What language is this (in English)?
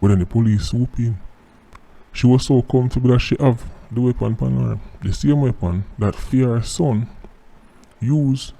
Jamaican Creole English